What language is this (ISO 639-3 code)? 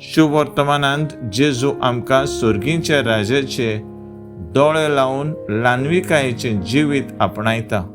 kok